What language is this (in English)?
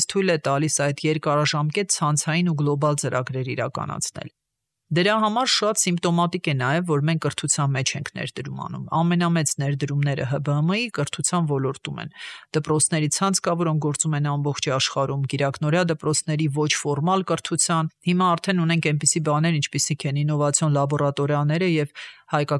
Armenian